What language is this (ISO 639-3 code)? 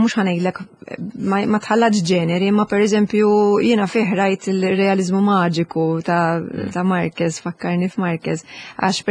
mlt